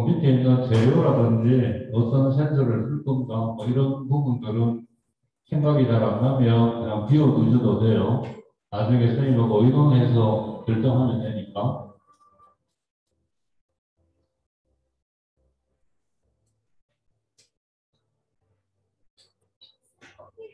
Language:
Korean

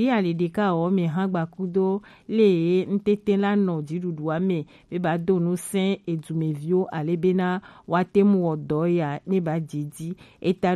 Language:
Gen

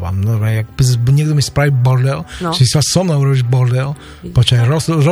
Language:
Slovak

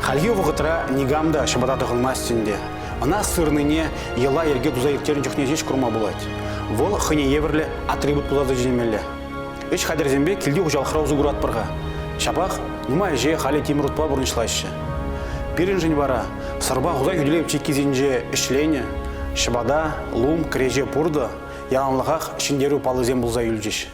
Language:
Chuvash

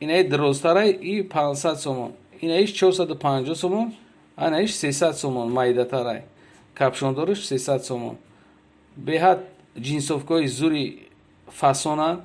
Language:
Tajik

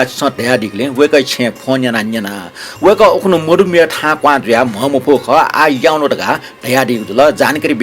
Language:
Newari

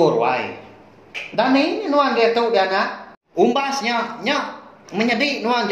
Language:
Iban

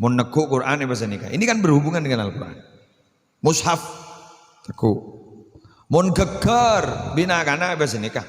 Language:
Madurese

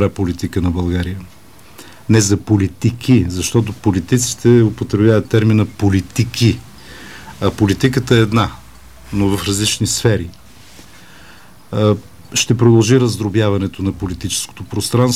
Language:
Bulgarian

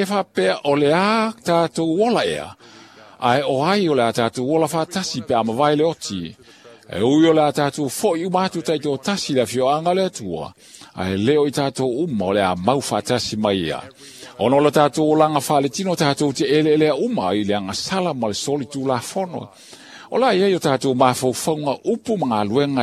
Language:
Samoan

